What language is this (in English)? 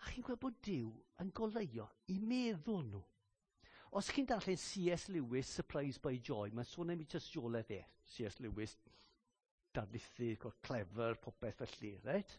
Welsh